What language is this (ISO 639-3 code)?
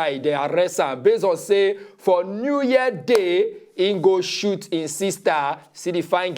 pcm